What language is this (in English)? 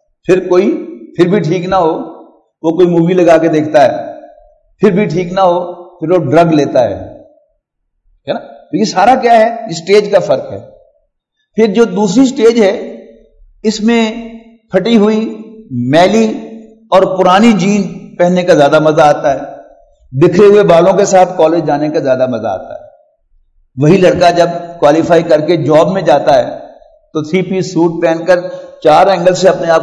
Urdu